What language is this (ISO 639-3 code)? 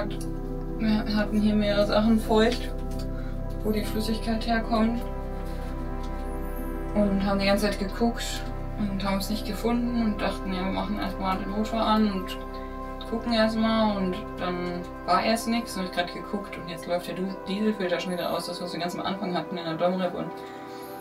deu